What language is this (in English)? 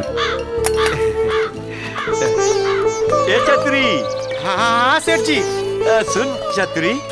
Bhojpuri